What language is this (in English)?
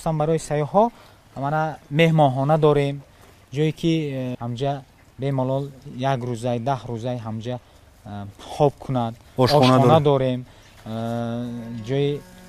Tajik